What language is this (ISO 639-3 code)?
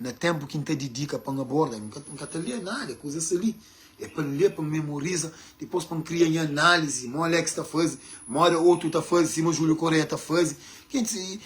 kea